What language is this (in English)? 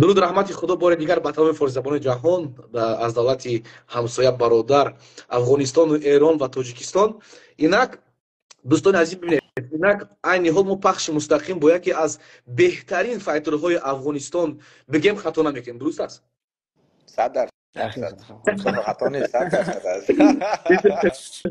Persian